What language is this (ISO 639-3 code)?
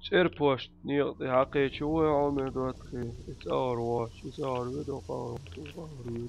che